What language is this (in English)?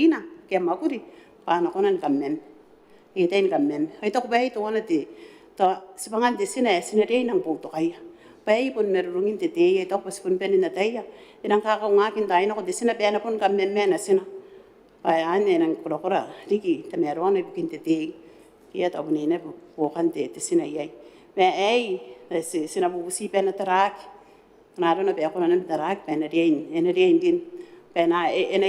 Gilbertese